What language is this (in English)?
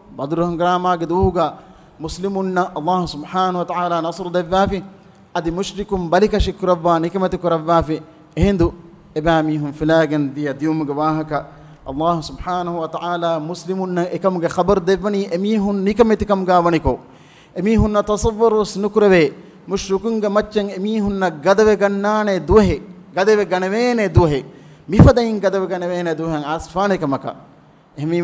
Divehi